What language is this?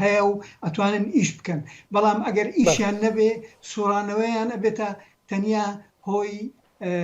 Central Kurdish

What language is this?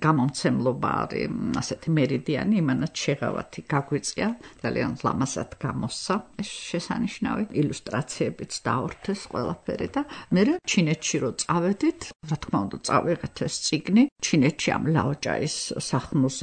Georgian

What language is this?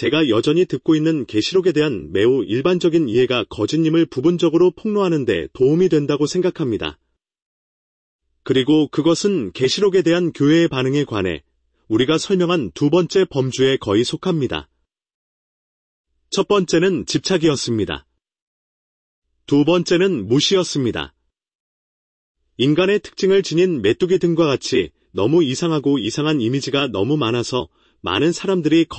Korean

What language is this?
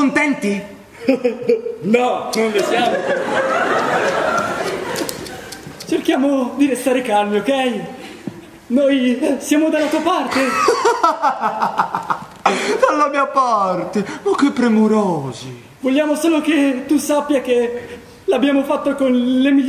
Italian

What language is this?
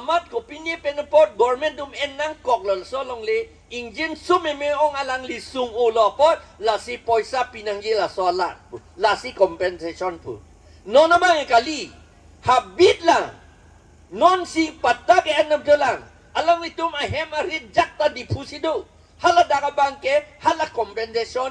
Karbi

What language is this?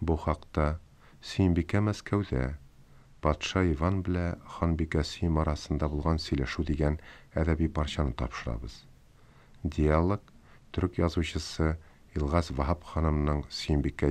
Tatar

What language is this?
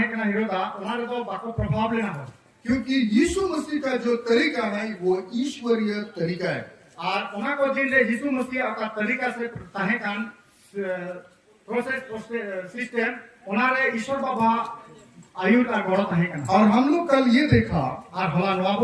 Santali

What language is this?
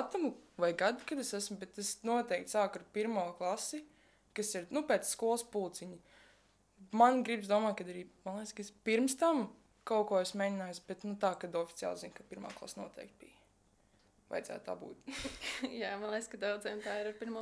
Latvian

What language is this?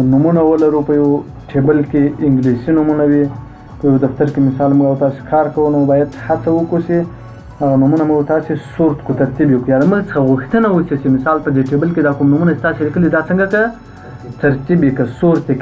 Pashto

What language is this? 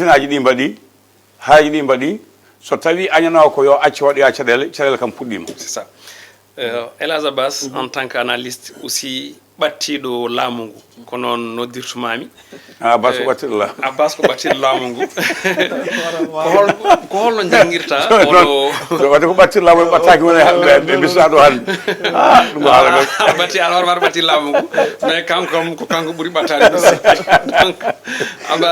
Fula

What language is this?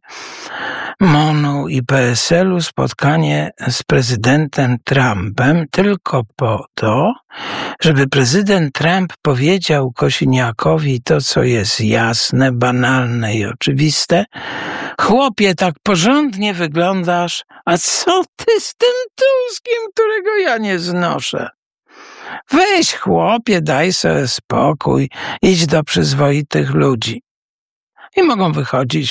Polish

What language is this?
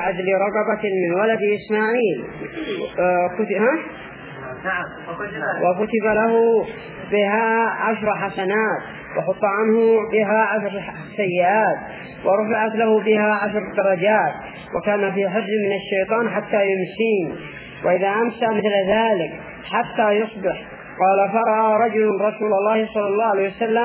Arabic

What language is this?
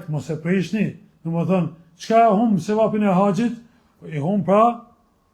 Albanian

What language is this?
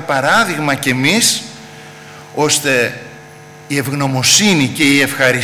Greek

